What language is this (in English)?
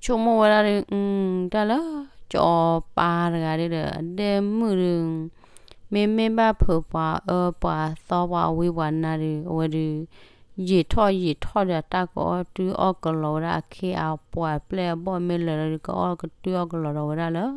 S'gaw Karen